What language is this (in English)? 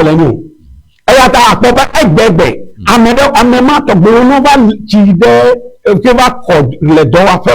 Ewe